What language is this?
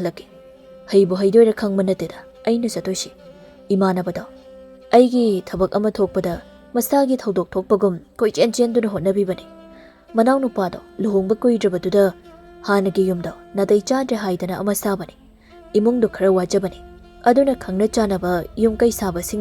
Manipuri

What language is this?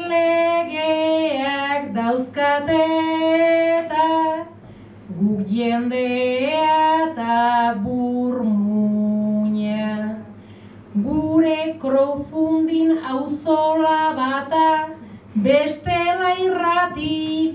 Basque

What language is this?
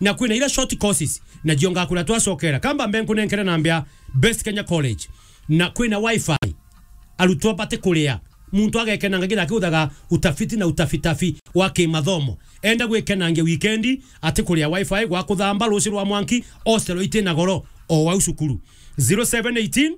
Meru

